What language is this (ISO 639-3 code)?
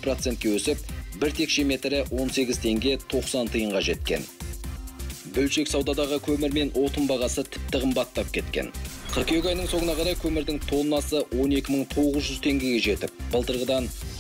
kaz